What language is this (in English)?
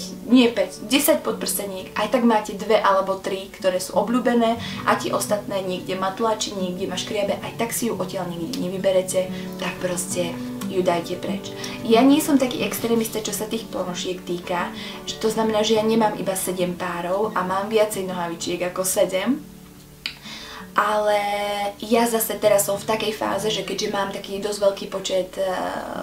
Slovak